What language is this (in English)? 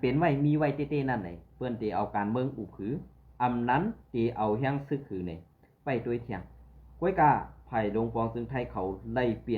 Shan